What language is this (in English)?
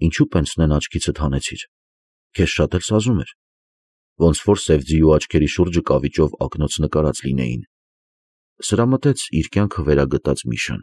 Armenian